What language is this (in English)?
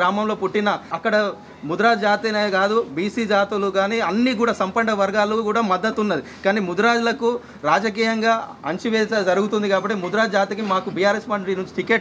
Telugu